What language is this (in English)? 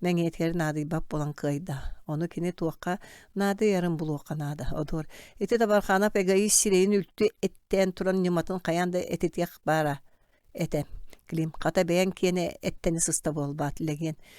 Yakut